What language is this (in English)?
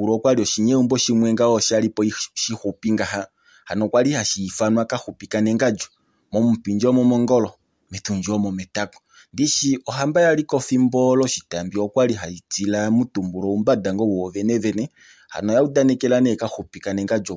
Kuanyama